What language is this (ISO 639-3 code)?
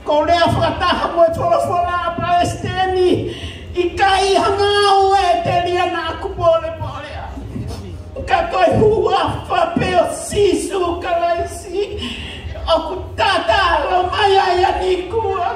ton